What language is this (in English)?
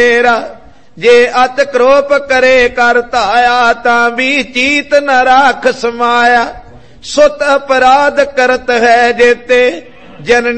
Punjabi